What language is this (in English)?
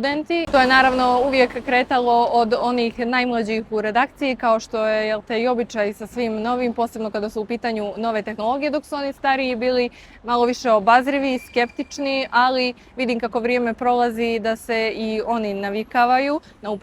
Bosnian